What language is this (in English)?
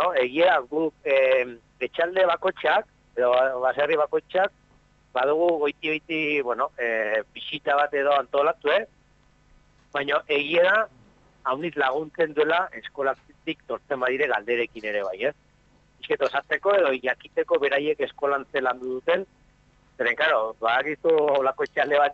Basque